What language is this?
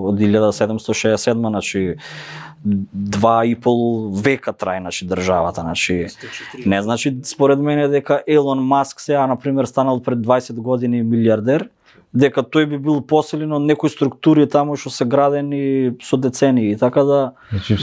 Macedonian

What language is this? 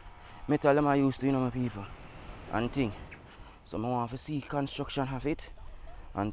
Jamaican Creole English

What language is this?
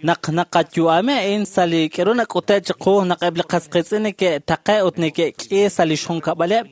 Kekchí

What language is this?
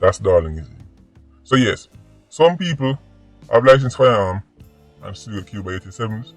Jamaican Creole English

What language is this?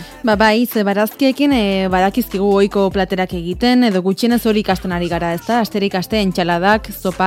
Basque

